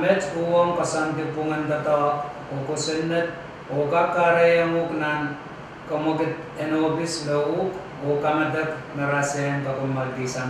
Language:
Pohnpeian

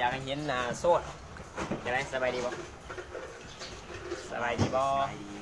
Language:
Lao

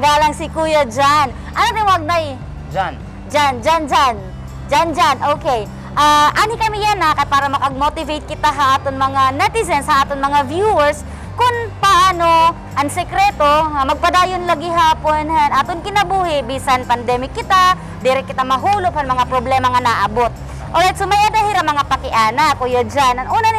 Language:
Waray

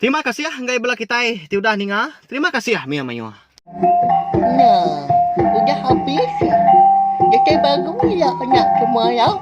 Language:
Iban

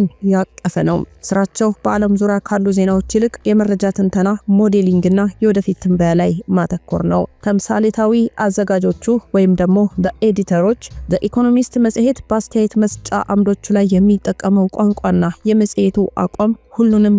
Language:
Amharic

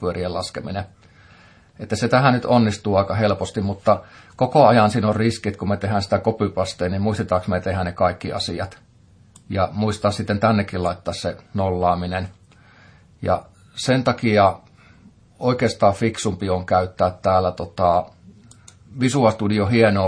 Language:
Finnish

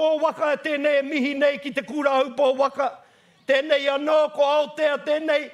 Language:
Māori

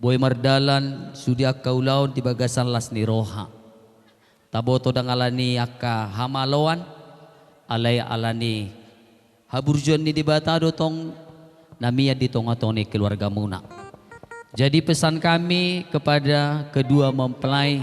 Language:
Batak Toba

